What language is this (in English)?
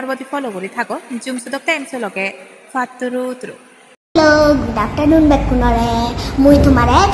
Chakma